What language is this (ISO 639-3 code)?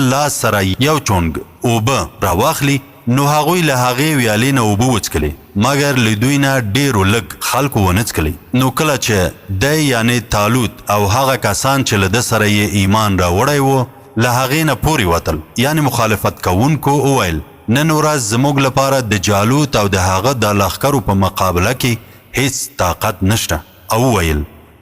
pus